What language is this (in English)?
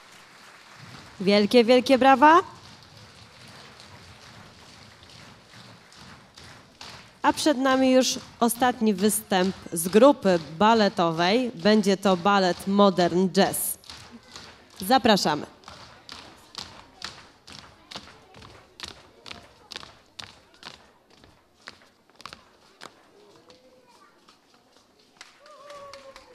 Polish